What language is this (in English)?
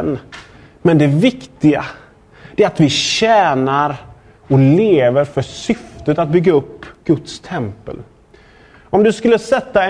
Swedish